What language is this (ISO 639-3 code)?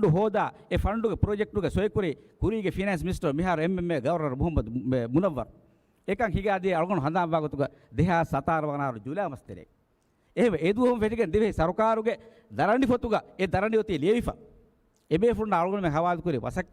div